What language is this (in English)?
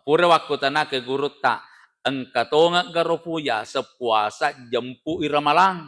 Buginese